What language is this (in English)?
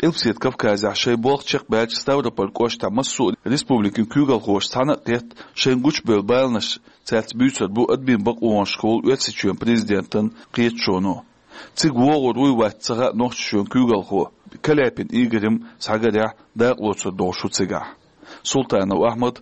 Chechen